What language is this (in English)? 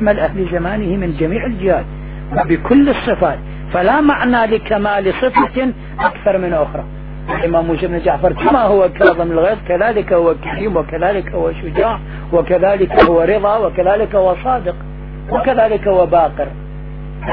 Arabic